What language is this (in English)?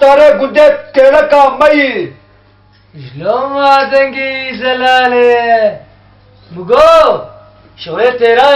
Kurdish